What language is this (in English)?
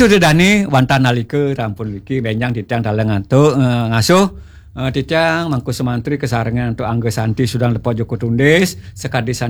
Balinese